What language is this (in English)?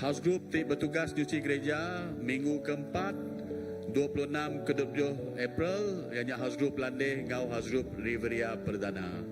Iban